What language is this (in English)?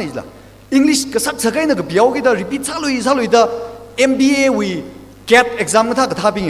Tangkhul Naga (India)